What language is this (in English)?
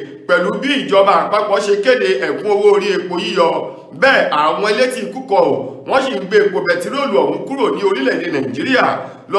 Yoruba